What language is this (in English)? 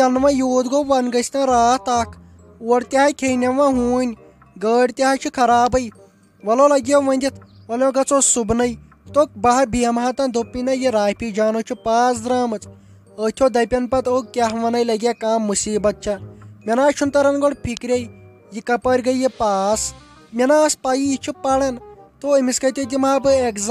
Kashmiri